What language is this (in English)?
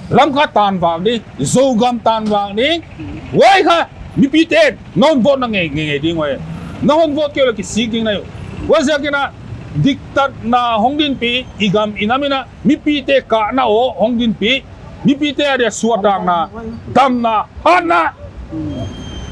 Paite Chin